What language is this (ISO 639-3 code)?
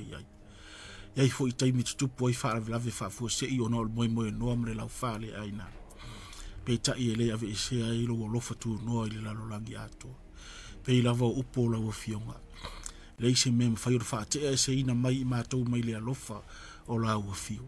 smo